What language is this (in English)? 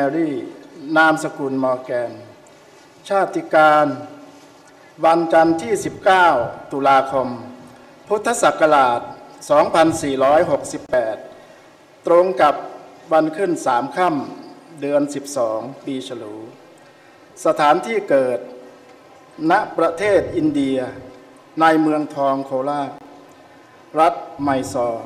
Thai